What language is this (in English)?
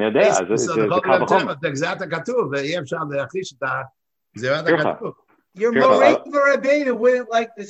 Hebrew